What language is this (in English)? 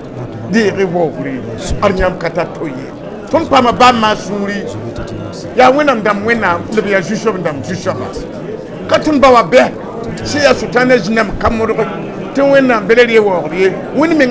Mossi